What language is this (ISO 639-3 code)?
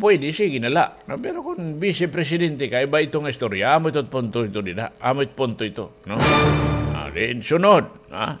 war